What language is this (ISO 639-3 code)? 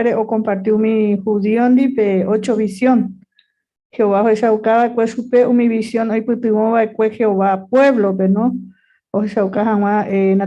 grn